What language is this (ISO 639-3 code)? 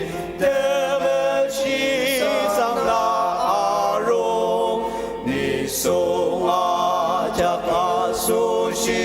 njo